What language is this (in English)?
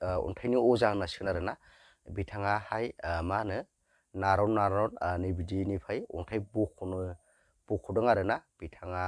Bodo